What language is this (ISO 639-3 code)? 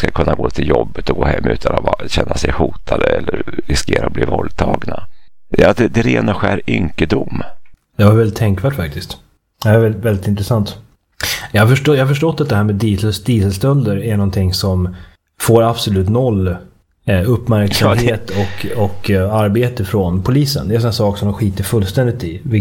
swe